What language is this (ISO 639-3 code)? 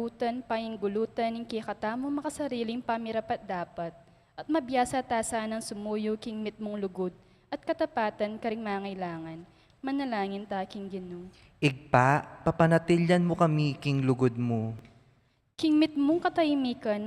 pam